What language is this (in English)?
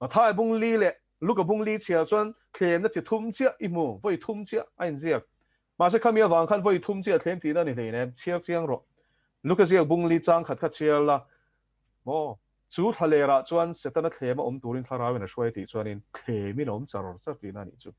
Mizo